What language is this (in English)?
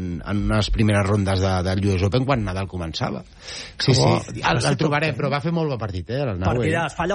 Catalan